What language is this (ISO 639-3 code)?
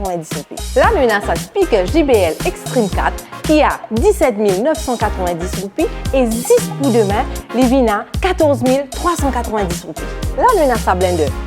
mfe